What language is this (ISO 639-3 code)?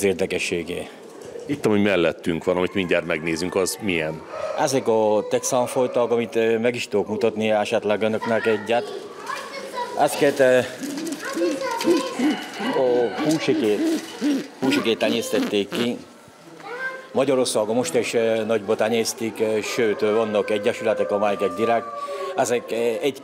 hun